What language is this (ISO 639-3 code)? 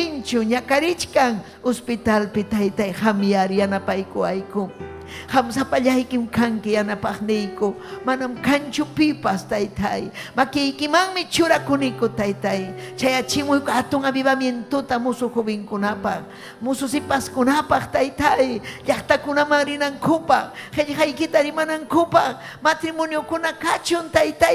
quy